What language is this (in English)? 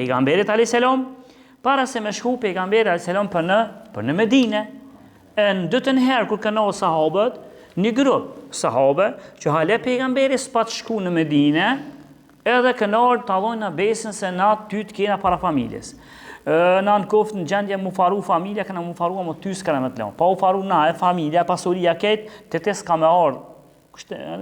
Albanian